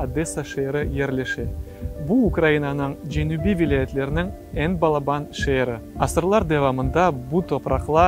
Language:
Crimean Tatar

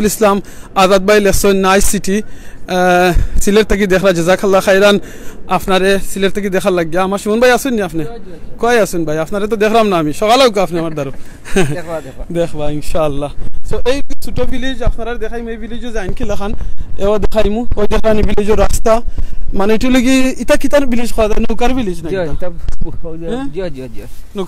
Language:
Sylheti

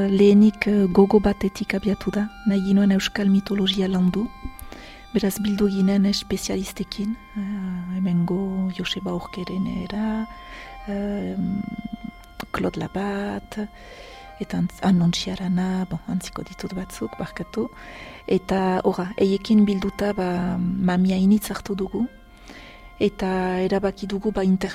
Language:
Basque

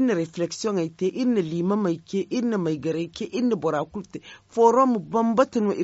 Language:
Zarma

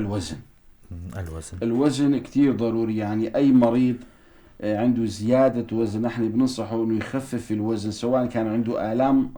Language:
North Levantine Arabic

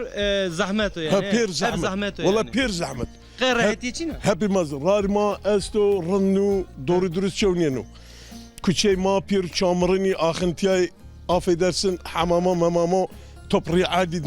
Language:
Zaza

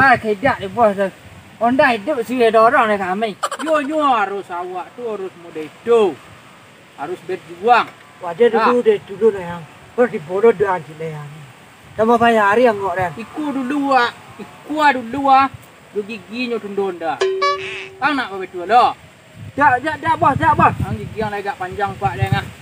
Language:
Minangkabau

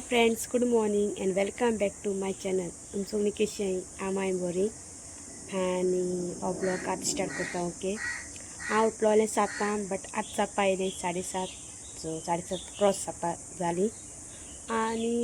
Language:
Konkani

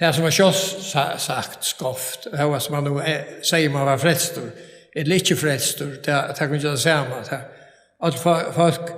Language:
Faroese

